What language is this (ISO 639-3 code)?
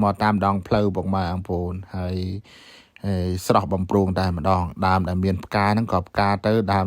khm